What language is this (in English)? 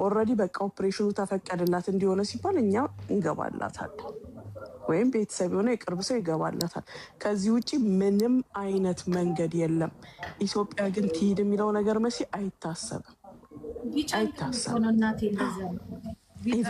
Amharic